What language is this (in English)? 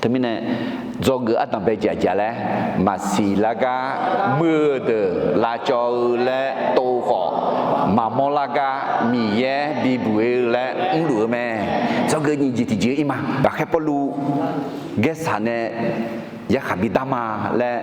Akha